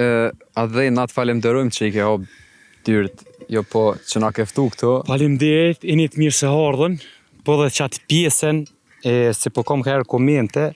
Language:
Albanian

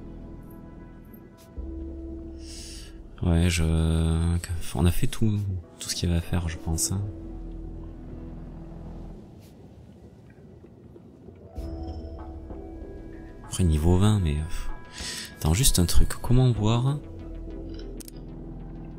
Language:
French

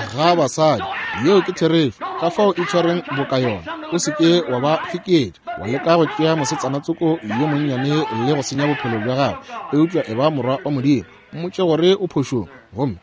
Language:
Northern Sotho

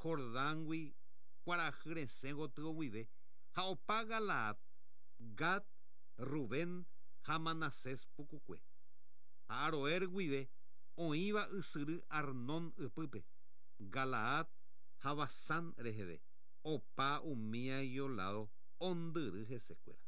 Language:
Guarani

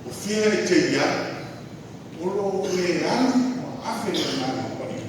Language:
Samoan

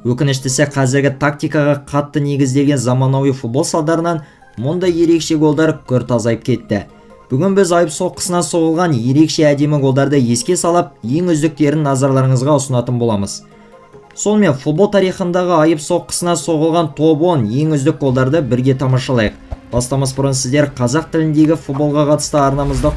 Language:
Kazakh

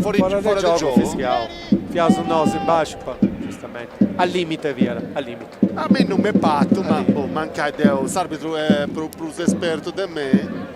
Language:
Sardinian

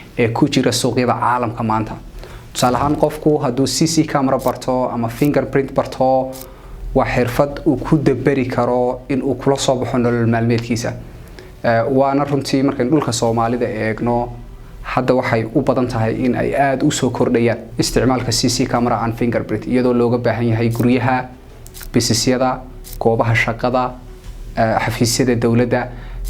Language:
Somali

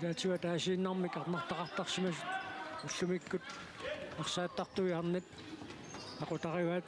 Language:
Kalaallisut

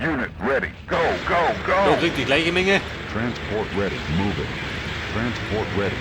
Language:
Bavarian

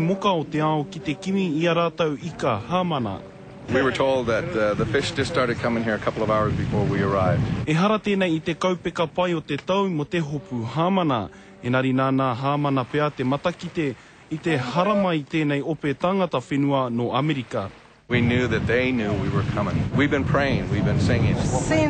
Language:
Māori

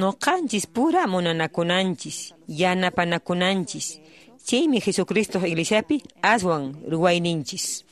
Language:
Quechua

